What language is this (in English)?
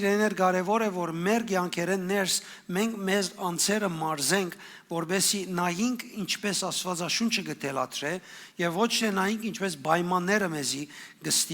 Western Armenian